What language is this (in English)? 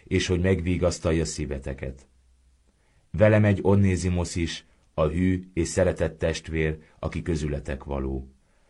Hungarian